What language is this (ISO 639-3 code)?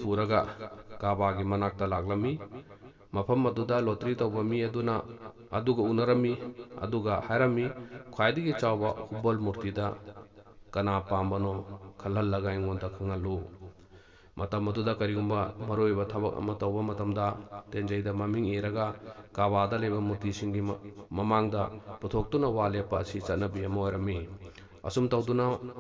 mni